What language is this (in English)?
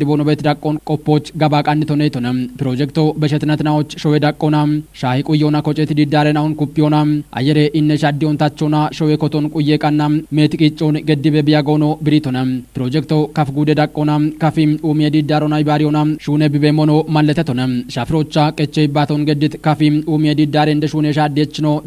Kafa